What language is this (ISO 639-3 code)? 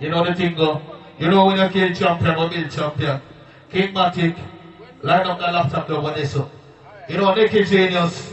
jam